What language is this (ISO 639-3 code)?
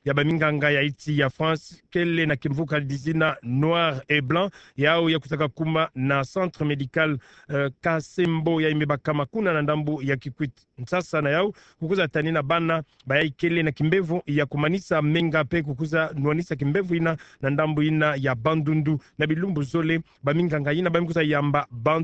ktu